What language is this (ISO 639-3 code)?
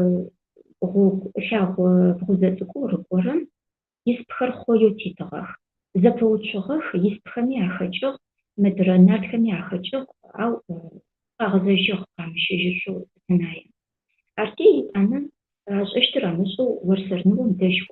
ady